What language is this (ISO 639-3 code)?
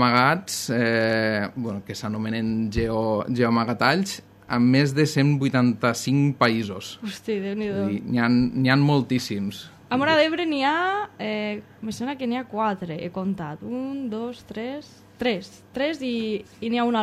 cat